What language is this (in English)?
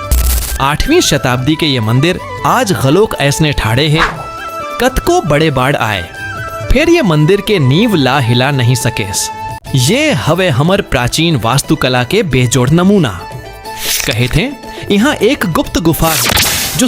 Chhattisgarhi